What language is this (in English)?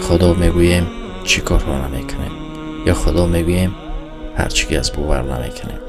Tajik